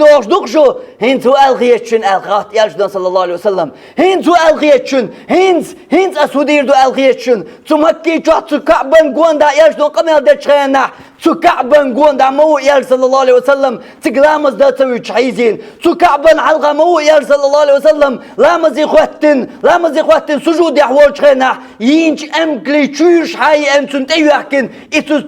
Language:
Chechen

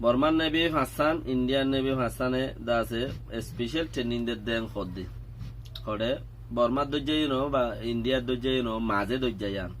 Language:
Rohingya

